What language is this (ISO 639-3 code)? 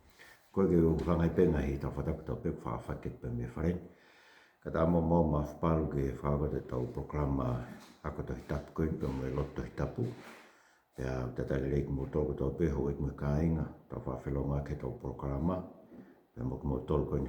ton